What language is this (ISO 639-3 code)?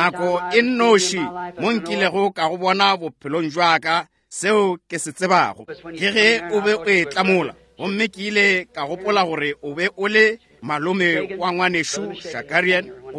nso